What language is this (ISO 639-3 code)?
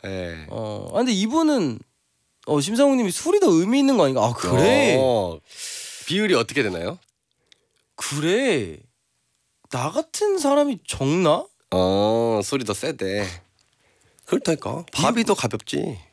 kor